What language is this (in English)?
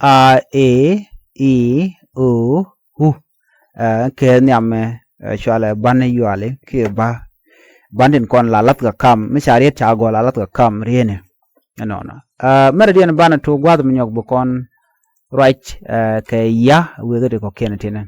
Nuer